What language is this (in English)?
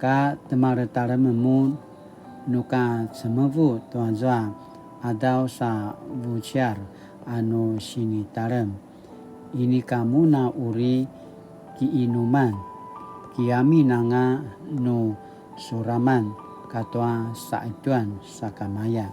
Paiwan